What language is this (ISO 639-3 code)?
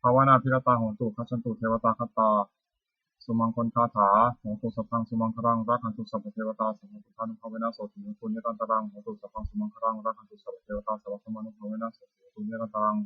pli